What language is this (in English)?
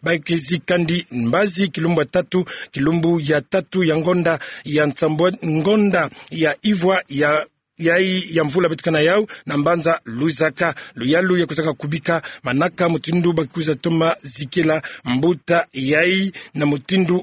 Kituba (Democratic Republic of Congo)